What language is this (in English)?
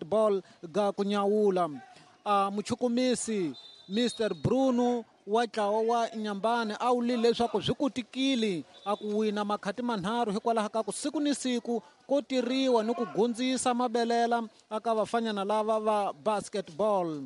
Tsonga